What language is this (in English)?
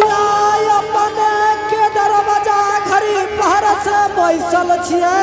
Angika